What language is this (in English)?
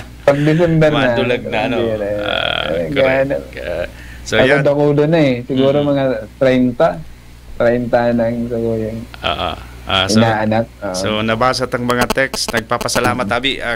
Bikol